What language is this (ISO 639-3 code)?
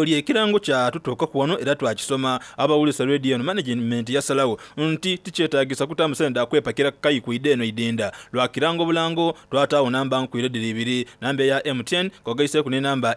xog